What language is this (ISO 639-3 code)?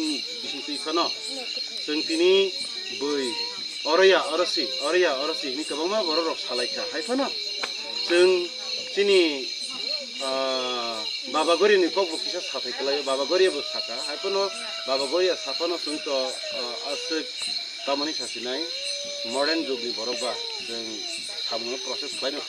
trp